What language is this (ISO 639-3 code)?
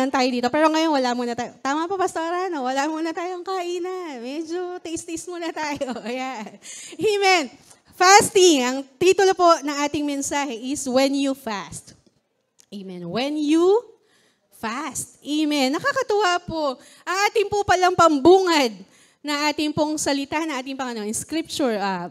fil